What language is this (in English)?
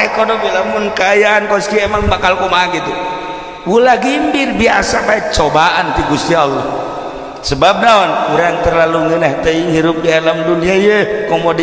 Sundanese